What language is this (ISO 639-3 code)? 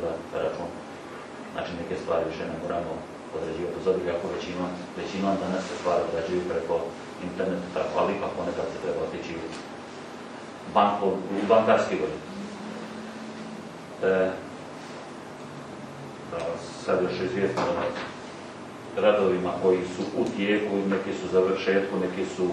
hrv